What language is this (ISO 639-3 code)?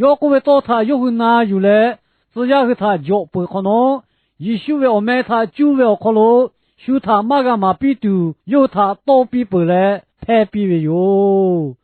lhu